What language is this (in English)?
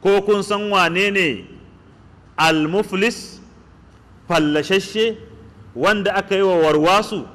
Hausa